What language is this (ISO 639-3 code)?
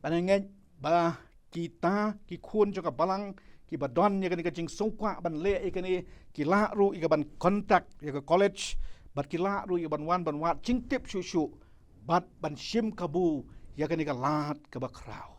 kha